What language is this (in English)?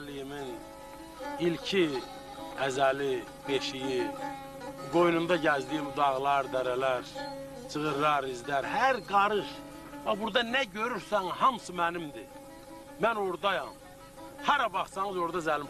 South Azerbaijani